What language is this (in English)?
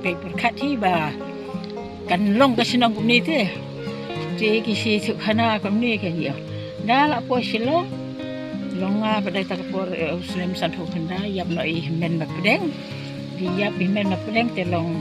Khasi